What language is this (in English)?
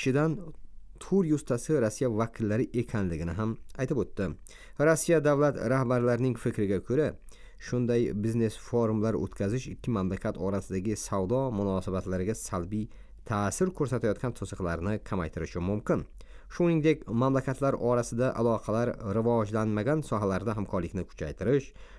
Uzbek